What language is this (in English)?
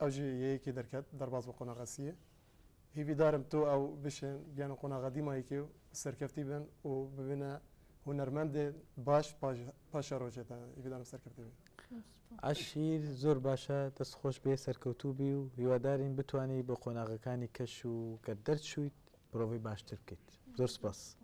Kurdish